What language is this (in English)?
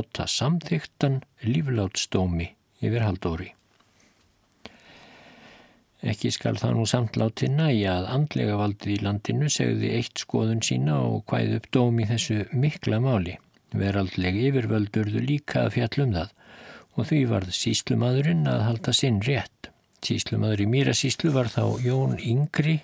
Icelandic